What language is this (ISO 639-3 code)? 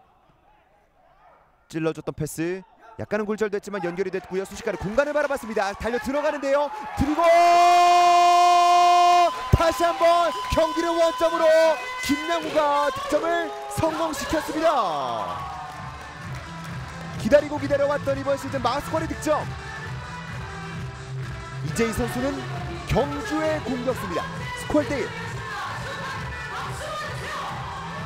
kor